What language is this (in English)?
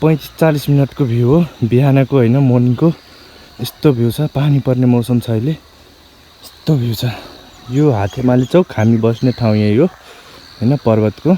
Nepali